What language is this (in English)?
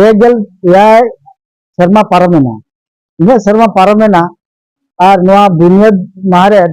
Santali